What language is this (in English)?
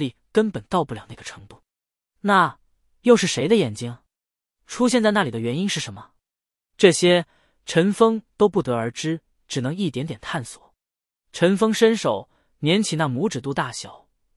Chinese